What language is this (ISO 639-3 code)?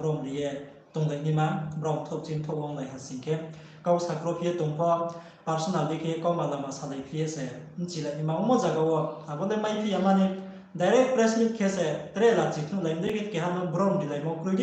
ria